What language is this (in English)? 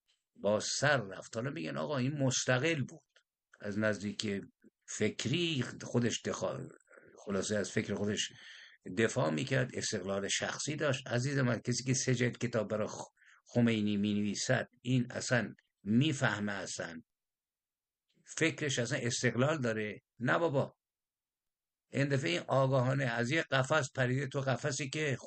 Persian